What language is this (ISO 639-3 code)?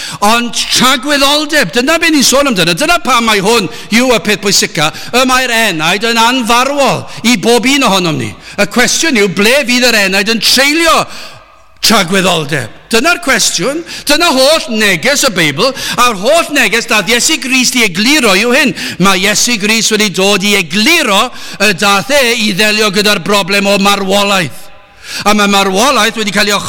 cym